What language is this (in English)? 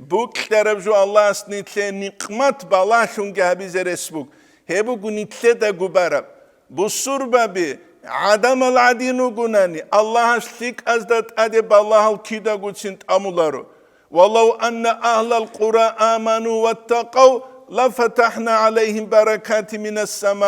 Avaric